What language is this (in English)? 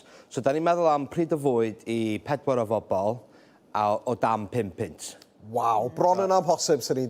Welsh